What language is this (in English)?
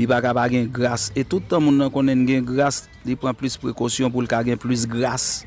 Haitian Creole